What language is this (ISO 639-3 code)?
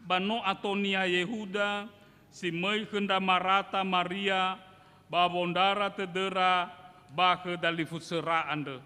nia